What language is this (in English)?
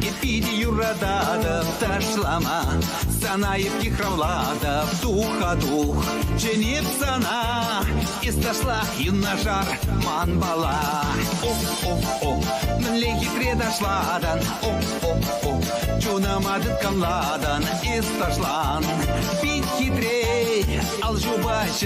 Chuvash